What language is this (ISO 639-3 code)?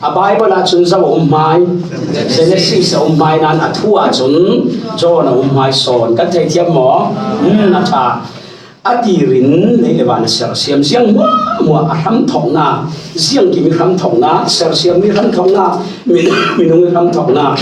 cfm